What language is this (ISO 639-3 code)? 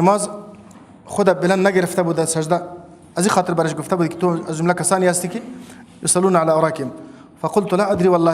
fas